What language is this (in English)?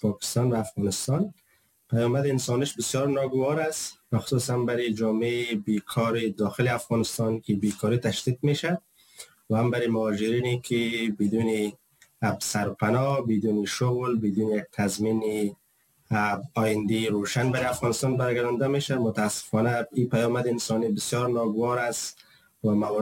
Persian